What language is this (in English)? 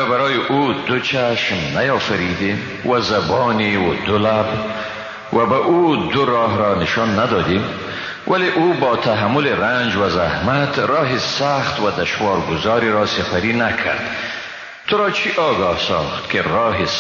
Persian